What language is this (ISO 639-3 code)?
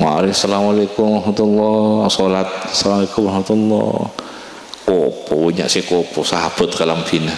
mad